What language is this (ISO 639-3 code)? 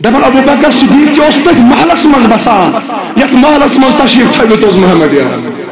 kas